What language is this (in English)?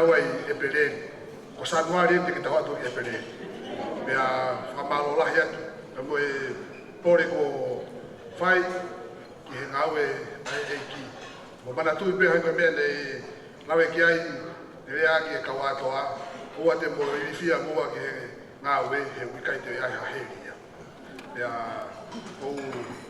Tongan